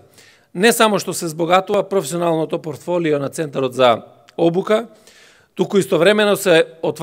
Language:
Macedonian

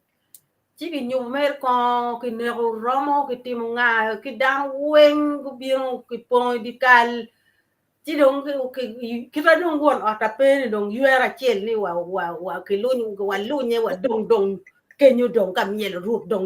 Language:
Acoli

